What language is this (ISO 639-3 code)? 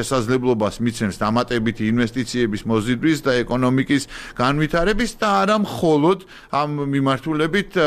kat